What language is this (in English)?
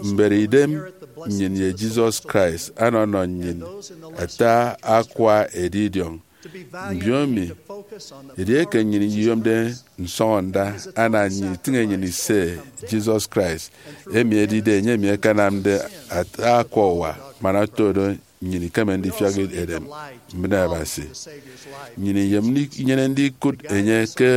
Efik